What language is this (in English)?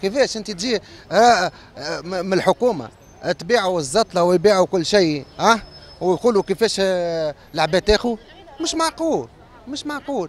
Tunisian Arabic